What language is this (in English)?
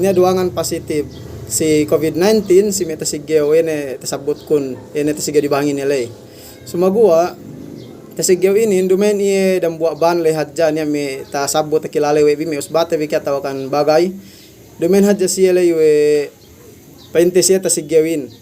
Yakan